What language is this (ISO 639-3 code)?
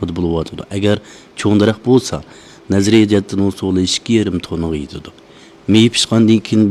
uig